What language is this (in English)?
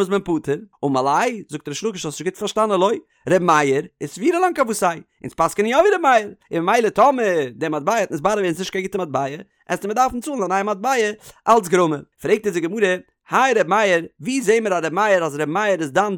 Yiddish